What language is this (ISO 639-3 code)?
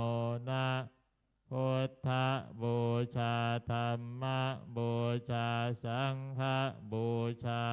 pli